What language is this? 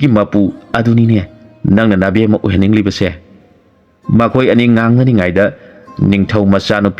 Manipuri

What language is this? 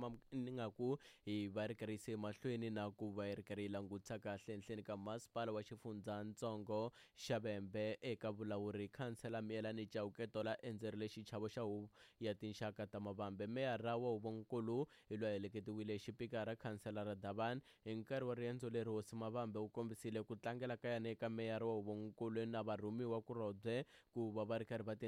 Tsonga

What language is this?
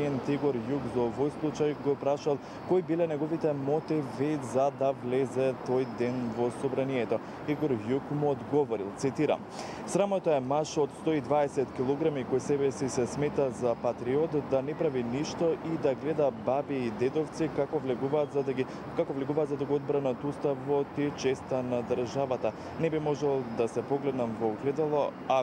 Macedonian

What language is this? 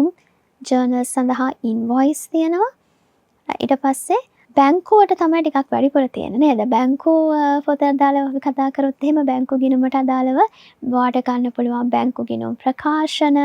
Sinhala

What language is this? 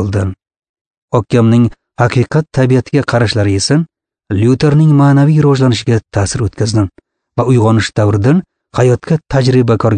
Uzbek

